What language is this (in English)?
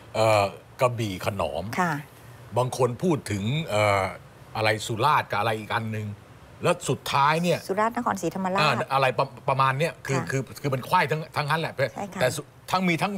Thai